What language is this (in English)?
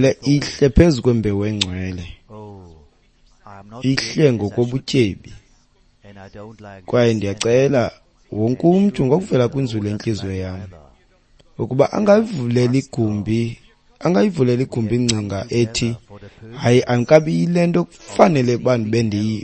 Xhosa